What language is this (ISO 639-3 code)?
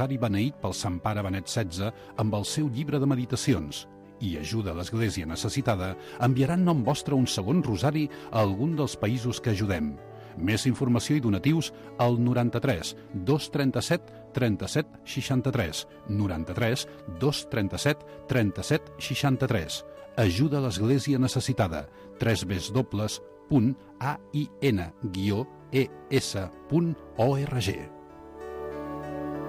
cat